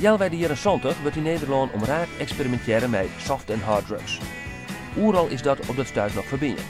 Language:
Western Frisian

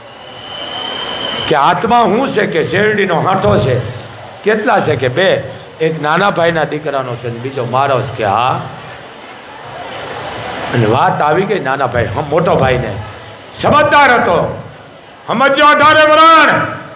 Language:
Gujarati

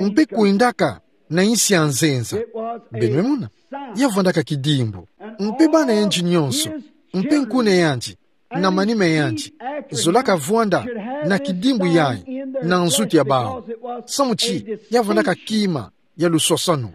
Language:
Kituba (Democratic Republic of Congo)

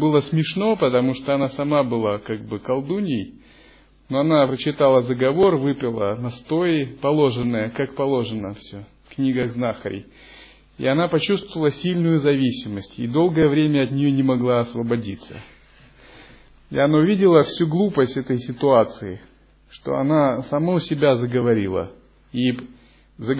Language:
Russian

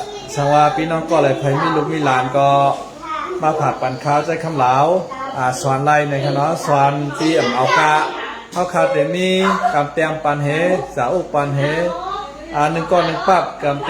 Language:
Shan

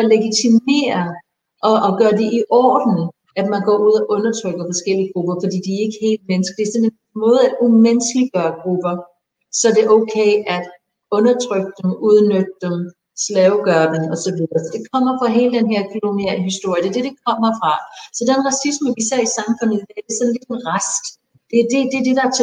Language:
Danish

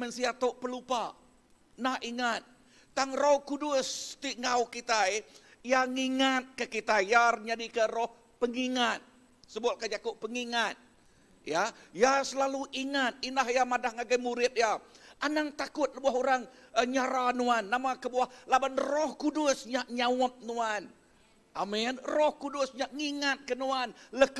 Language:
Iban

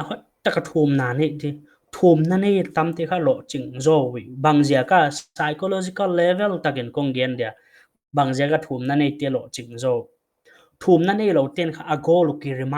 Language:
Paite Chin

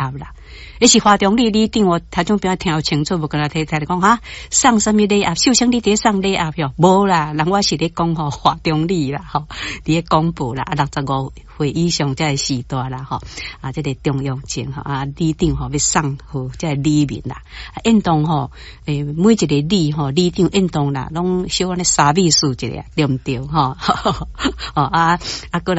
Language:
Min Nan Chinese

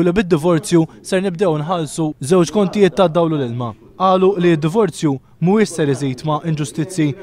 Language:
Maltese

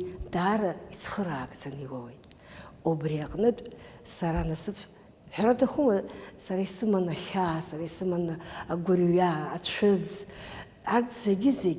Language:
Abkhazian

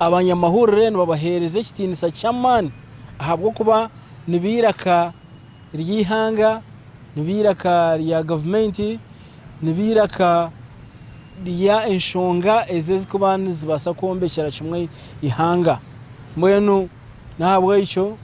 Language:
Nyankole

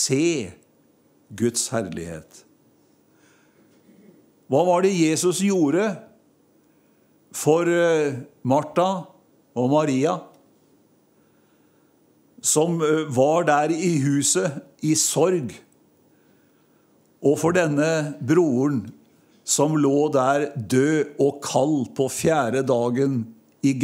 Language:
Norwegian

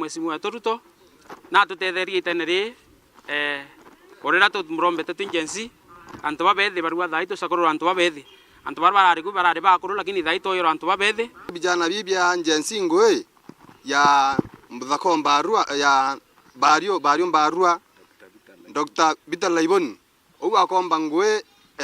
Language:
Meru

